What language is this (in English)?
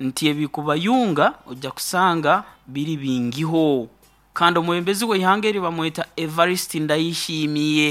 Nyoro